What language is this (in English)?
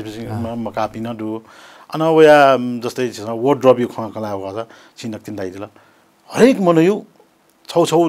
Newari